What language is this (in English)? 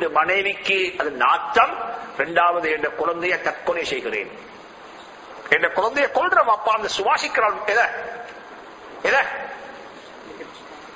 Tamil